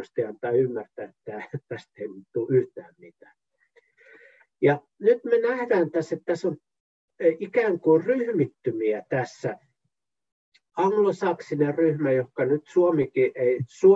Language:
Finnish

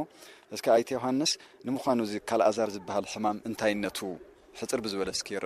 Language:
Tigrinya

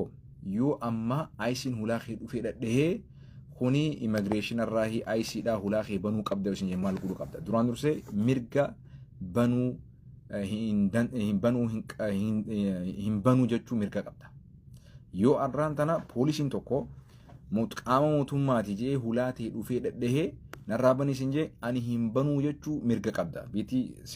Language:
Oromo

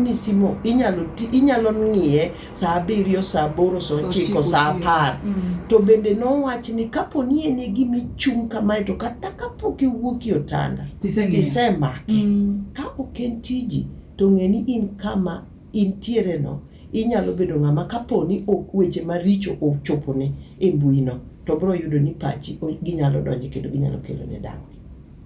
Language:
Luo (Kenya and Tanzania)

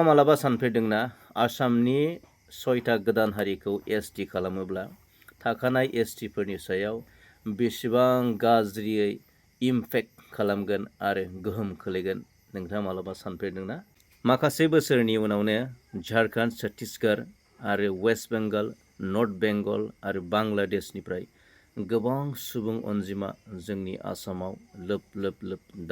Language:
Bodo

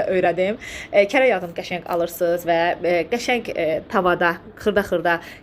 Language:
Azerbaijani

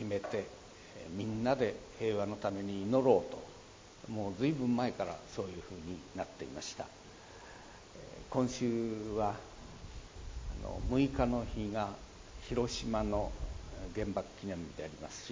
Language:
Japanese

